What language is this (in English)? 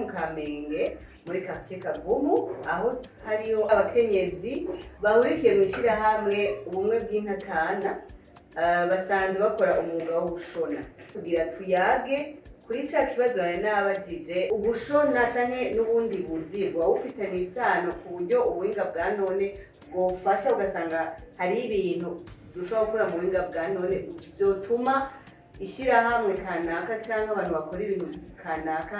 Rundi